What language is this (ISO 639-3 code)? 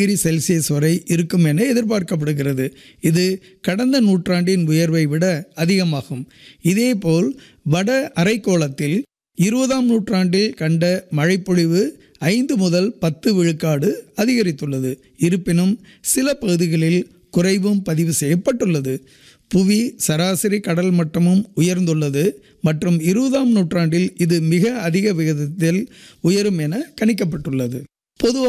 tam